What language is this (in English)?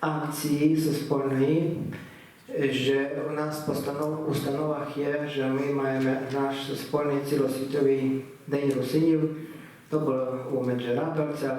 Rusyn